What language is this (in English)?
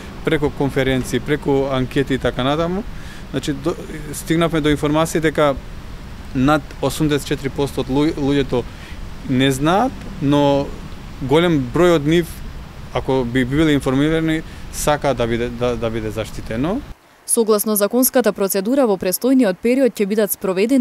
Macedonian